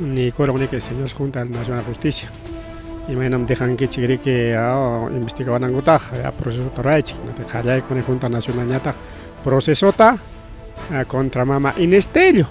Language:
Ayacucho Quechua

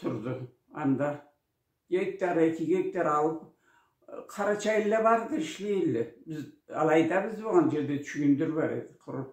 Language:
Karachay-Balkar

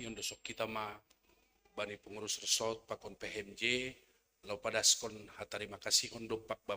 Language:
Batak Simalungun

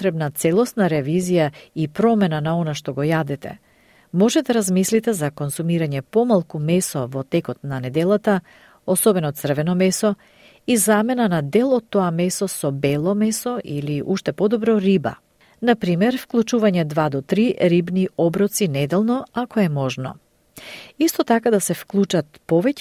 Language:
Macedonian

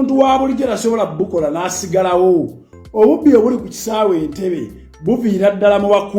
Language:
Ganda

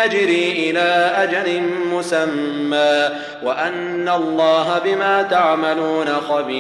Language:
Arabic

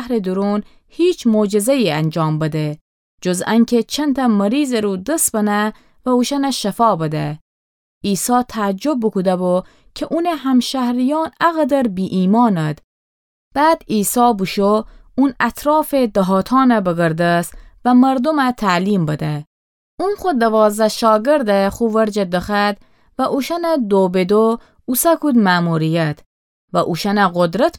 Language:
Gilaki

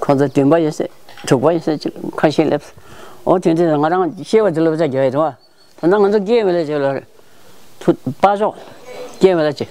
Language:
Tibetan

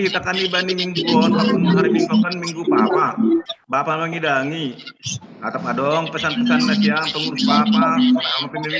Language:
Batak Simalungun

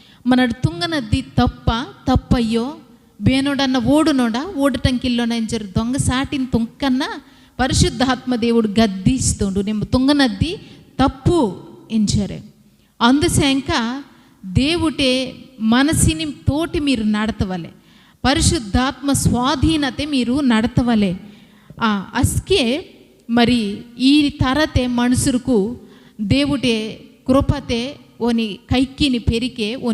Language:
Koya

